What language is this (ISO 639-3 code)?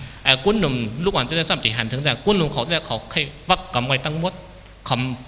shn